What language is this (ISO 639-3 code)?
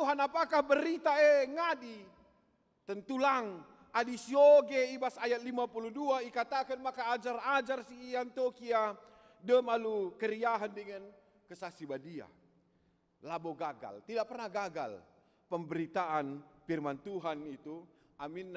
btx